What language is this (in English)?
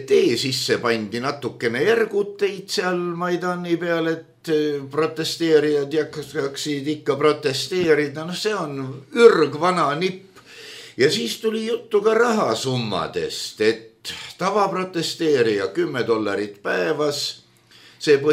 Estonian